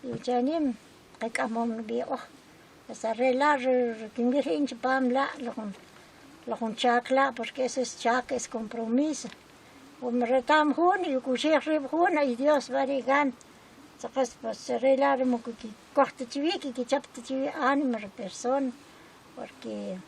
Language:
Kʼicheʼ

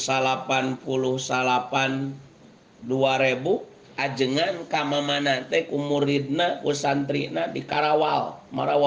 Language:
Sundanese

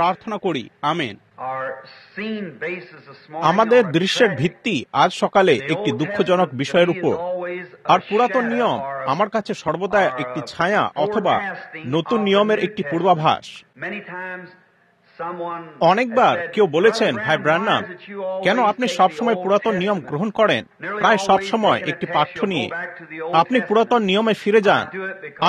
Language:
Bangla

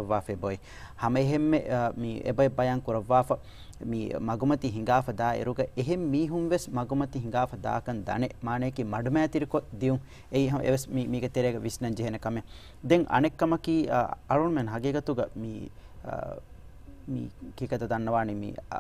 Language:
Divehi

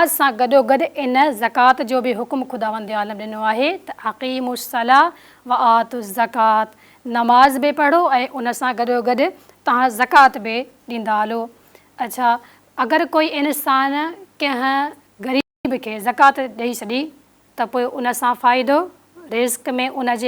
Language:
Sindhi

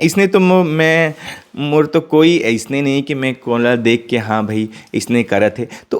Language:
Chhattisgarhi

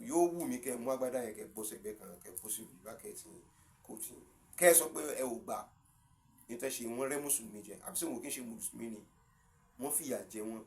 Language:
Yoruba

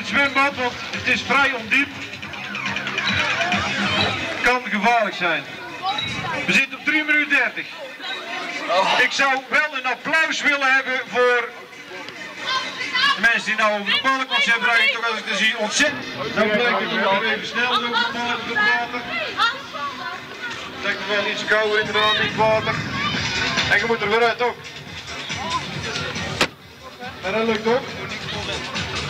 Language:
Dutch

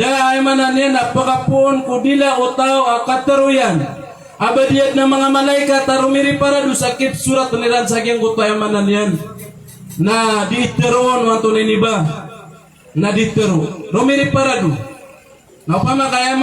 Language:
Maranao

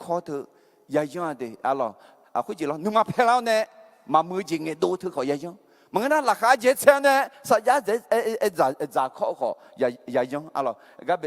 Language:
Akha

